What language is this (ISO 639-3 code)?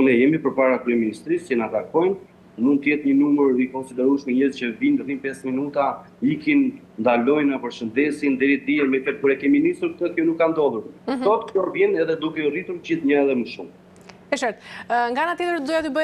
sqi